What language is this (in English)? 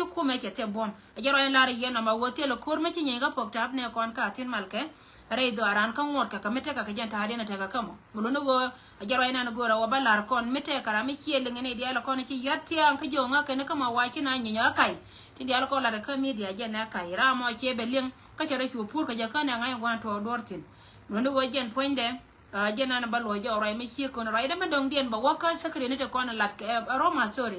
Nuer